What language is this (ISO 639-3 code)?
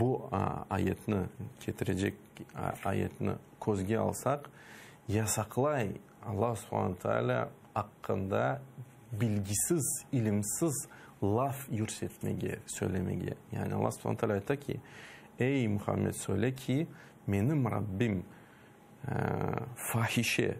crh